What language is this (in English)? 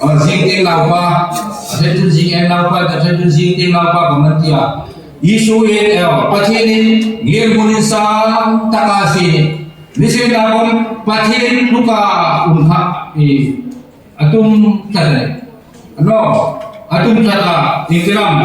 Hmar